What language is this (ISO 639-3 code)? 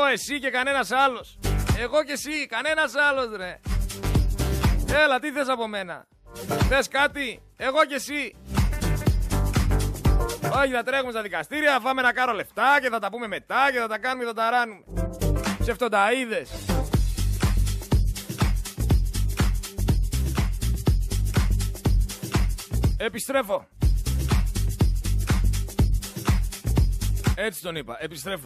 ell